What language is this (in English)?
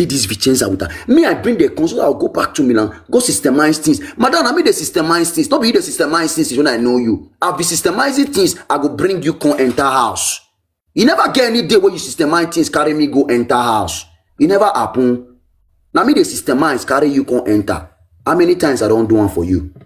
Nigerian Pidgin